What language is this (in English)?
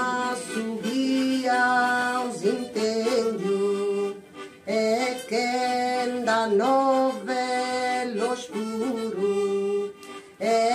Sardinian